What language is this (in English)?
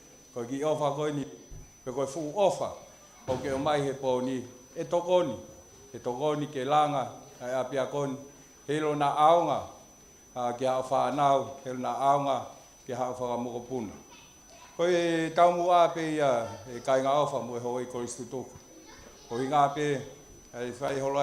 Tongan